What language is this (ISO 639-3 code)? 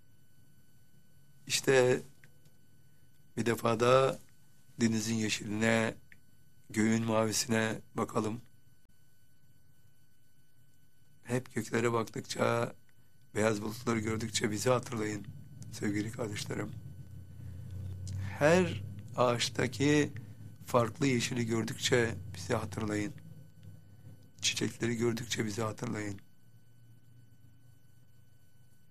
tur